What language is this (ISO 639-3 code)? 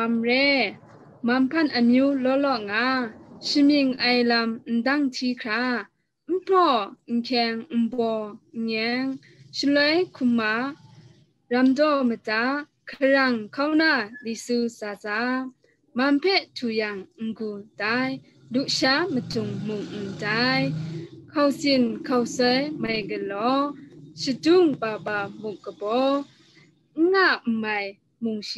kac